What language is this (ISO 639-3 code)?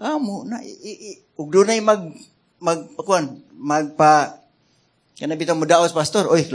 ceb